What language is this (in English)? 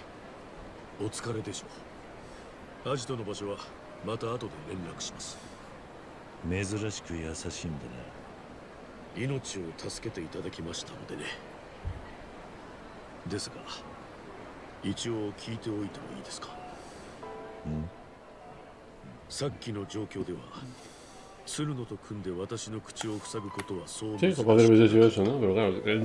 Spanish